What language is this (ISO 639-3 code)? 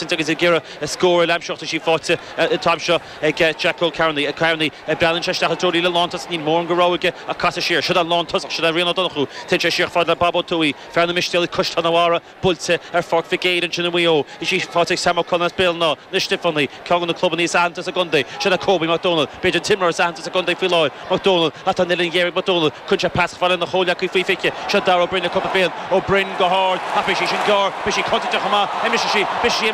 gle